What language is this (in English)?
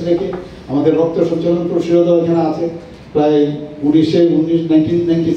Bangla